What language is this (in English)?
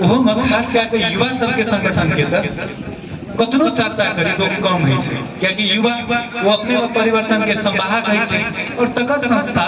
Maithili